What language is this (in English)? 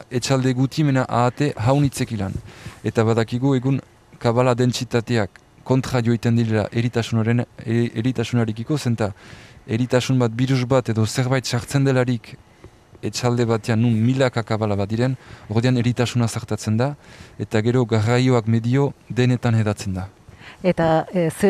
Basque